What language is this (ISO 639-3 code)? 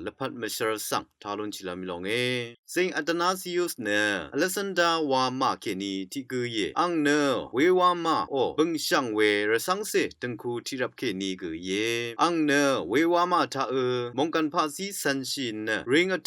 raw